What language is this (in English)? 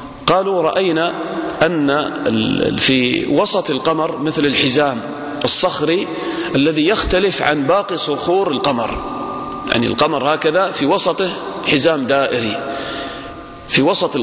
Arabic